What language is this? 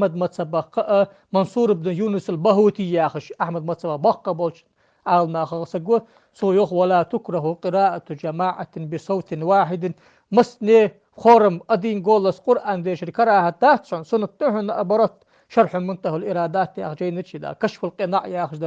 Ingush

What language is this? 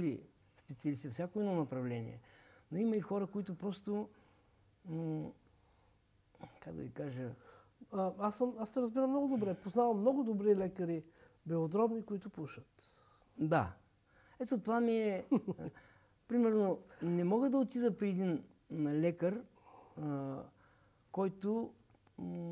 Bulgarian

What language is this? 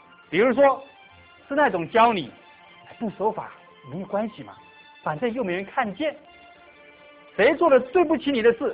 Chinese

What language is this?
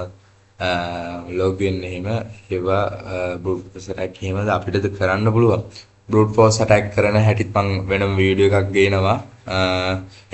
Sinhala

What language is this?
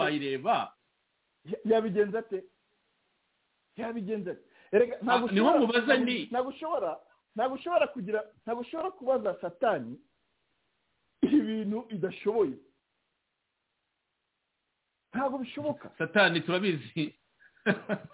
Kinyarwanda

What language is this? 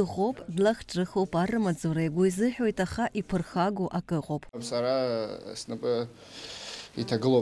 Abkhazian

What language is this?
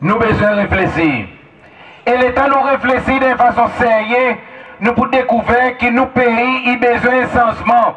Seselwa Creole French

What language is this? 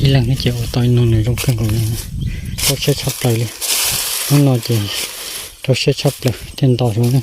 Hmong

